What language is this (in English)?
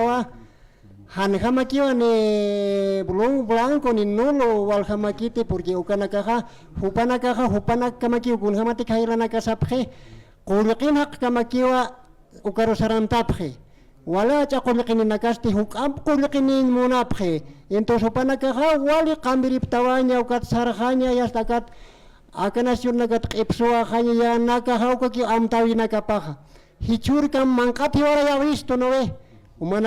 Aymara